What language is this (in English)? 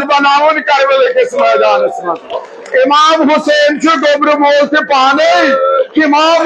Kashmiri